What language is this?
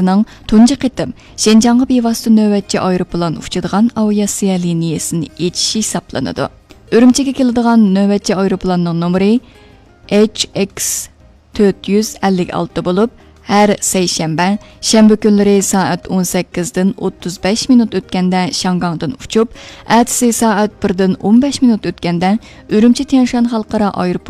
Uyghur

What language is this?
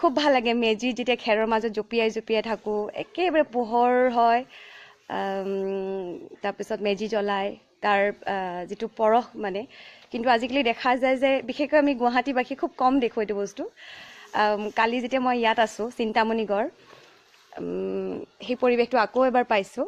Assamese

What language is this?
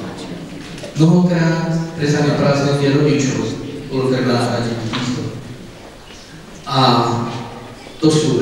Slovak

